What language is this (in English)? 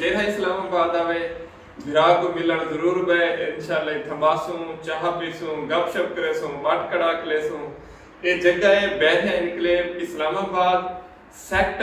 Saraiki